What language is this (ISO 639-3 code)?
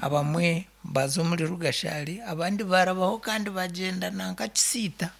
nyn